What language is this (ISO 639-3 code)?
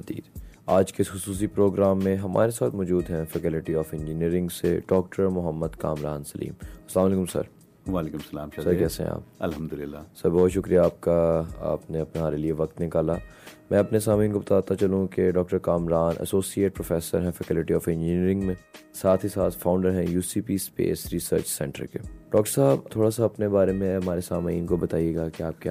urd